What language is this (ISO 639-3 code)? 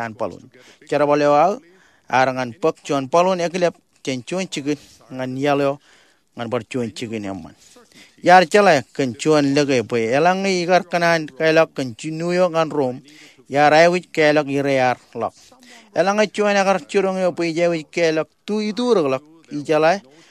mah